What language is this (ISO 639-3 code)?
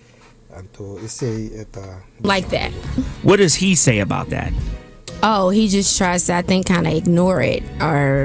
pap